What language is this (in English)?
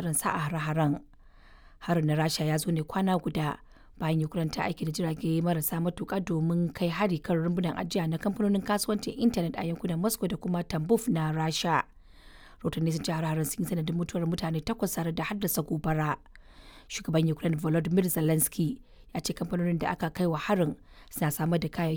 Hausa